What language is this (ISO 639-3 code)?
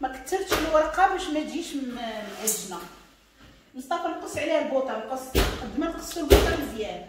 ary